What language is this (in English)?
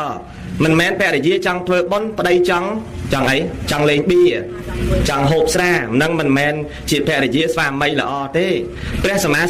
Khmer